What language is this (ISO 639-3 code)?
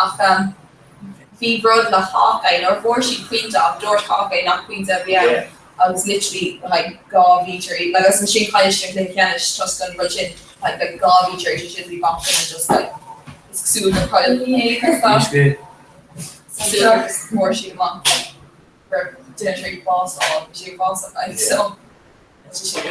gle